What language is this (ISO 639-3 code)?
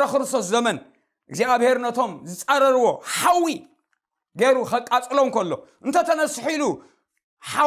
tir